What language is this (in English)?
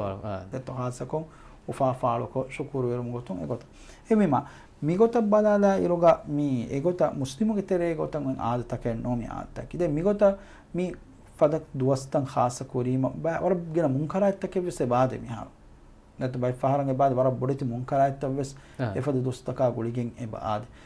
Divehi